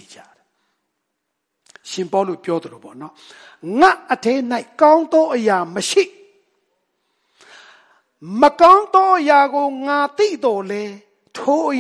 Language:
Burmese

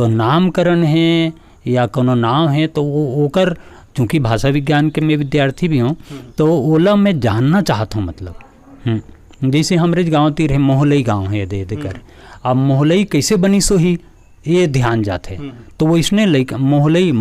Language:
Chhattisgarhi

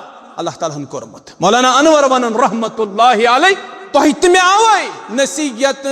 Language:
Kashmiri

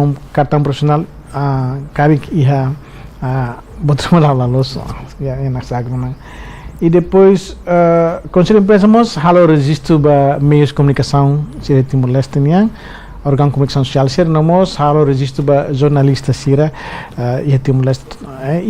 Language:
Tetum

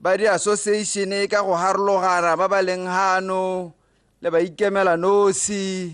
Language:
Tswana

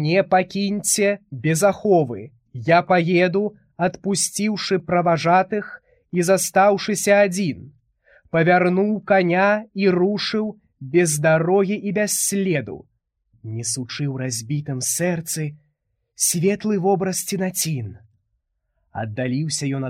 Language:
Belarusian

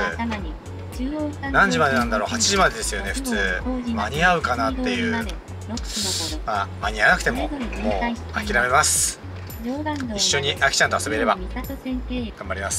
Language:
Japanese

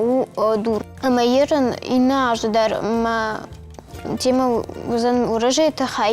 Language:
Ossetic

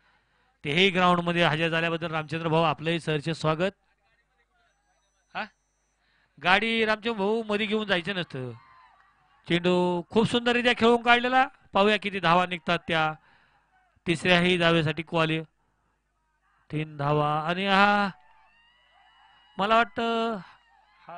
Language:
Marathi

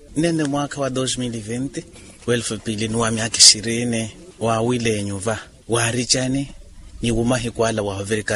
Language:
Makhuwa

